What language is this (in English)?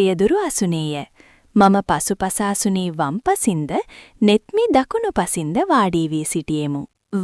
Sinhala